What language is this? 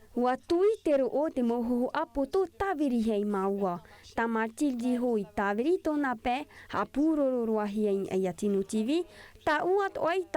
Tahitian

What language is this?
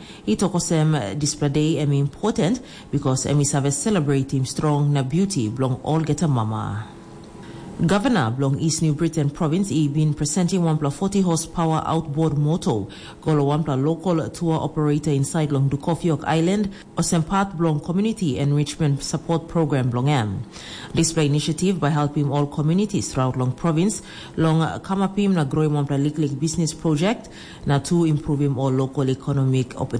Tok Pisin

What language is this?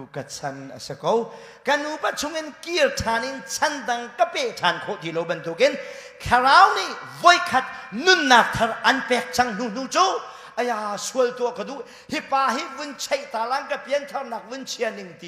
Hakha Chin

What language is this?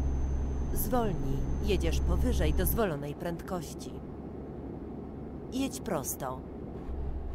Polish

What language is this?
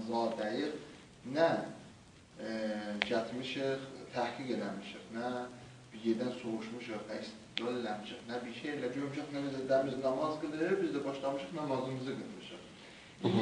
South Azerbaijani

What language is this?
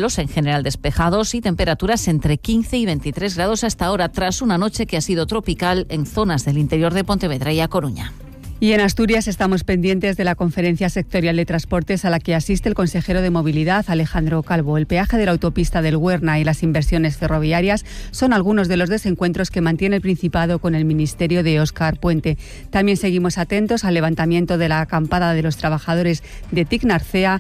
Spanish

